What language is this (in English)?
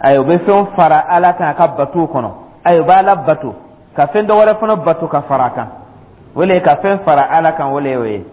Dyula